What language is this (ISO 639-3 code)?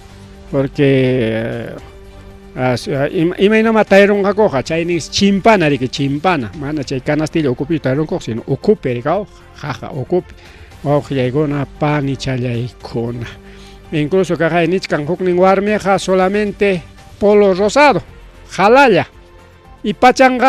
quy